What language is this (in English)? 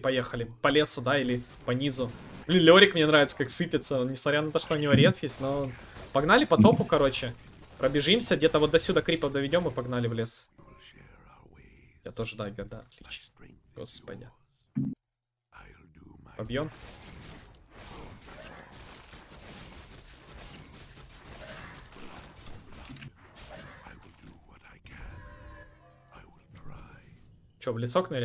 Russian